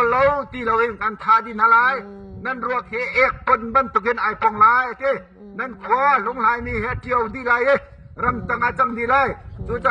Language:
Hakha Chin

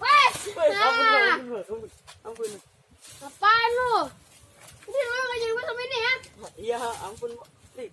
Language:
Betawi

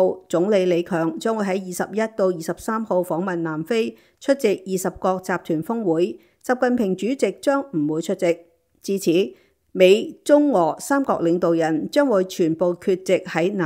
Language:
Cantonese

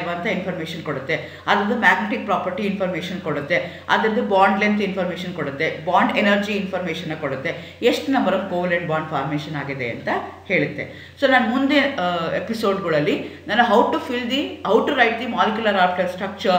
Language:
Kannada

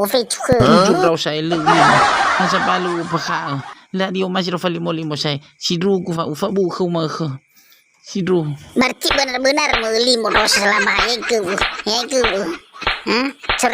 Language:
Nias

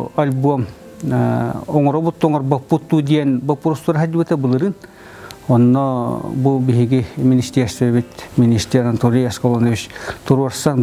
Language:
Yakut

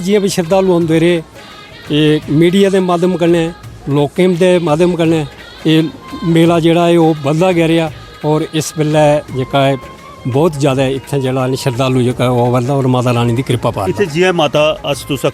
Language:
Dogri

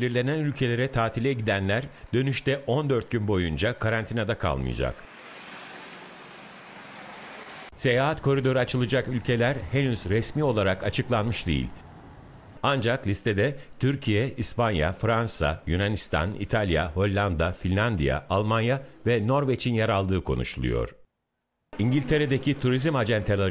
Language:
Turkish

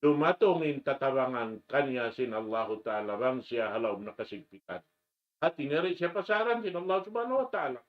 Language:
Tausug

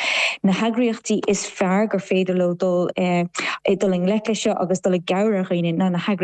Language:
Irish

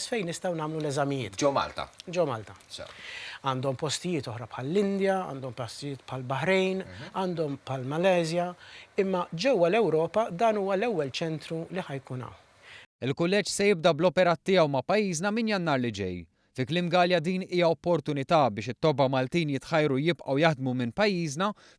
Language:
Maltese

